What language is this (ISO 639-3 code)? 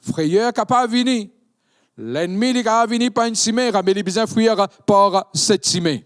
mfe